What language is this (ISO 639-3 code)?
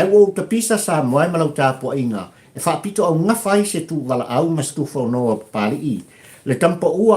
smo